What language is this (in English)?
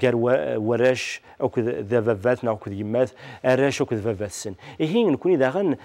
Kabyle